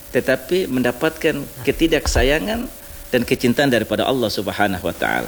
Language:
Indonesian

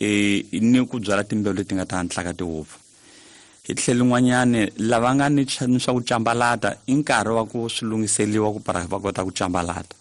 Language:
Tsonga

